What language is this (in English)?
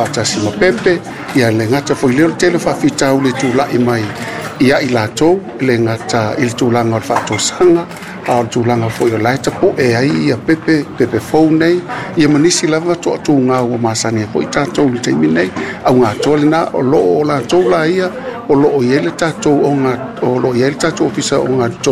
Samoan